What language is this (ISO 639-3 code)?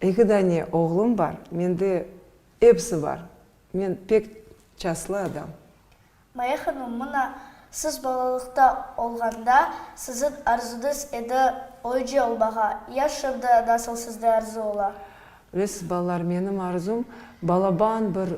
crh